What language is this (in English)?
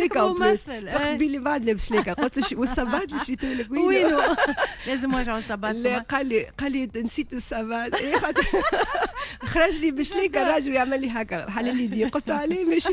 Tunisian Arabic